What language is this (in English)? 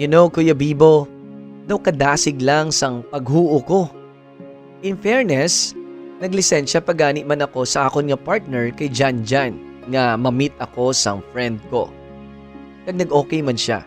Hiligaynon